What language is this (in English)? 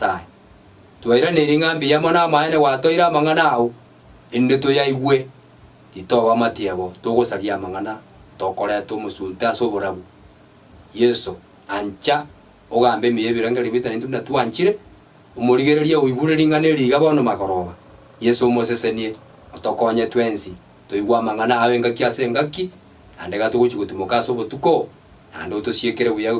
Gusii